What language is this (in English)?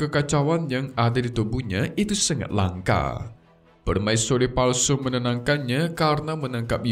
Indonesian